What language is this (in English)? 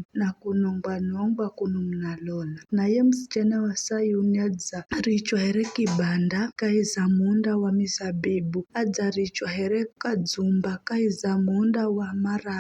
Giryama